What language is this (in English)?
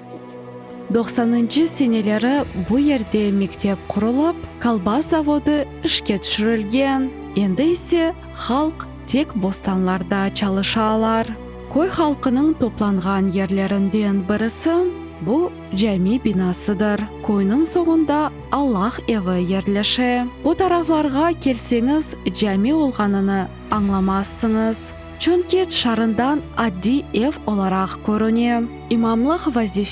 Crimean Tatar